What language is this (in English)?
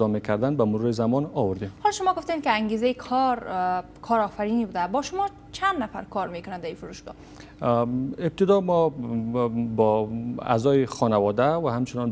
Persian